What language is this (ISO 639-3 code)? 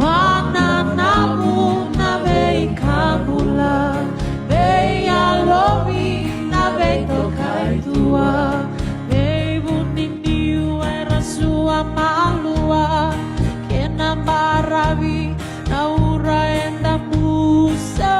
fij